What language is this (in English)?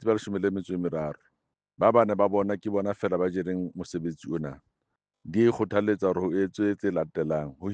Southern Sotho